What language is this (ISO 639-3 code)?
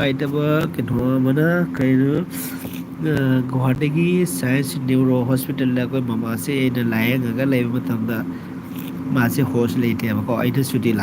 mni